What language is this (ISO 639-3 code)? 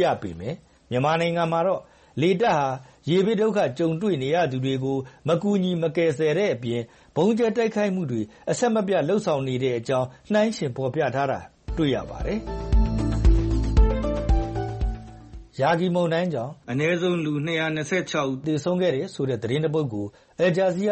mya